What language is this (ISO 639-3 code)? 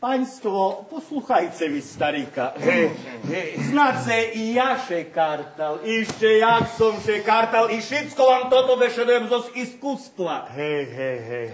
rue